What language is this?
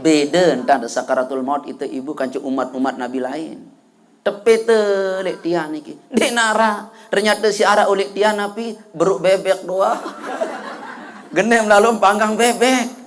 Sasak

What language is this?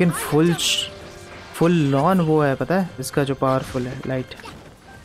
Hindi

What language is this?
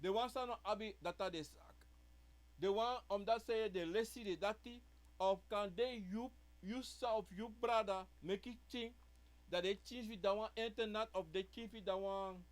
Sranan Tongo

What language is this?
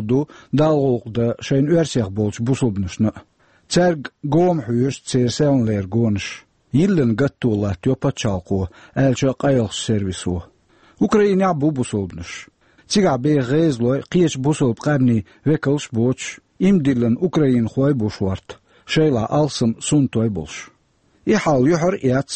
Chechen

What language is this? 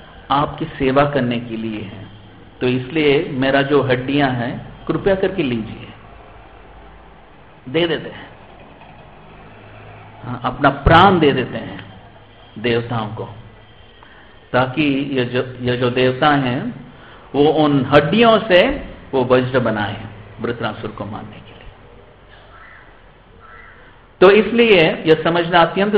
Hindi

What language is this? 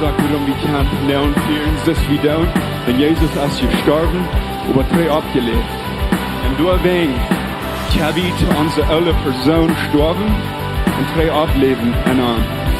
Plautdietsch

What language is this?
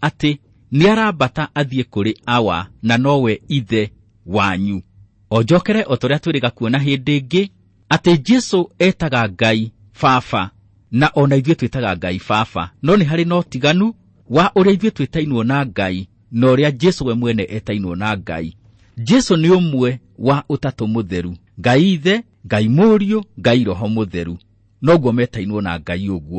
Kikuyu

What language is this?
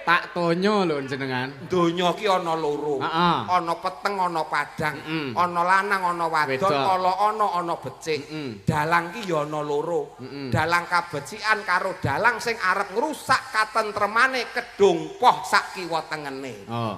Javanese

